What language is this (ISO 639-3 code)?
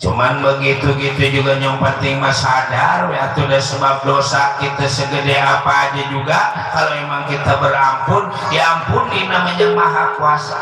bew